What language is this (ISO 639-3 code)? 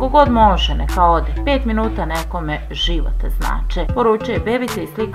srp